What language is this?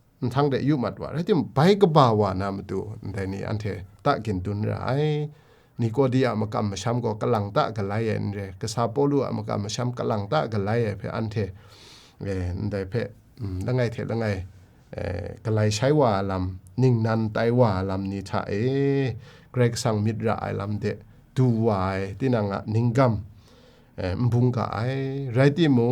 Kachin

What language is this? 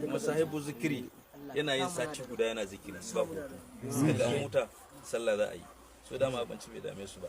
Hausa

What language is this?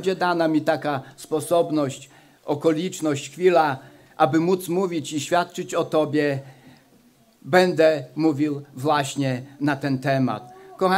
Polish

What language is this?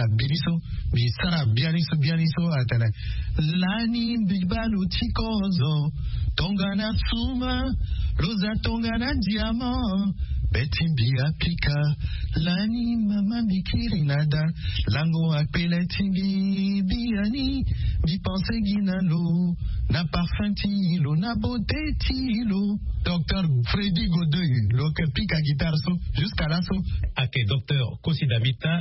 Sango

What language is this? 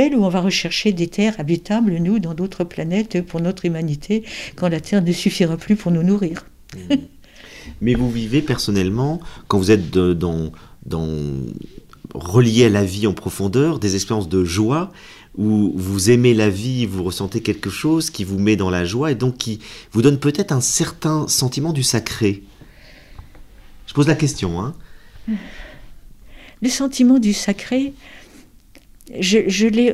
French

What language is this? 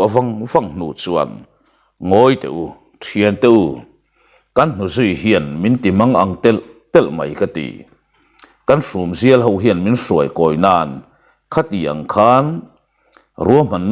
Mizo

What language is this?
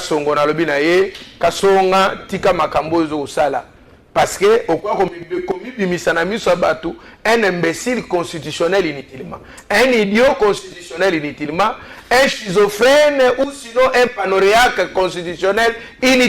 Lingala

